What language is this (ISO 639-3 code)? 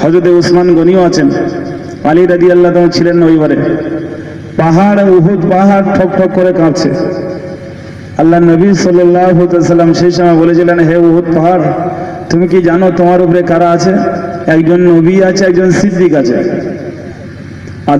ben